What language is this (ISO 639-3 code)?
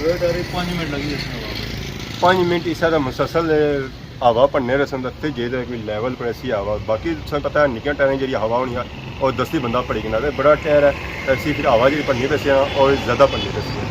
phr